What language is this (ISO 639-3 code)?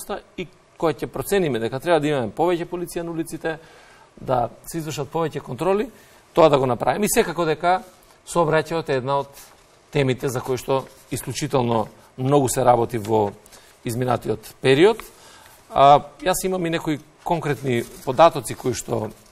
mkd